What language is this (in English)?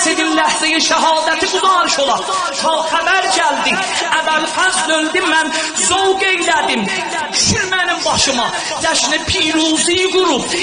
South Azerbaijani